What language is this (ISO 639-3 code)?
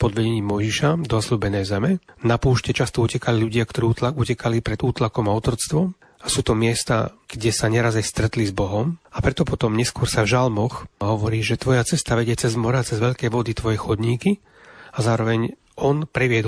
slk